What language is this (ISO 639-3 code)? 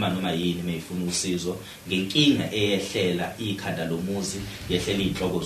zul